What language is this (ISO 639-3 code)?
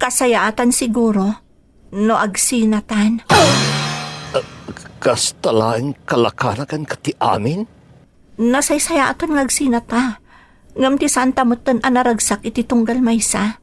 ilo